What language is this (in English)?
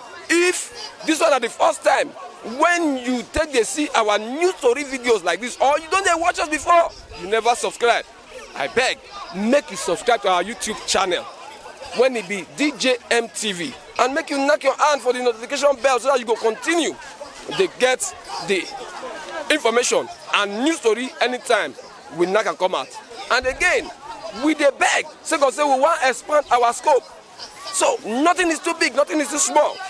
Nigerian Pidgin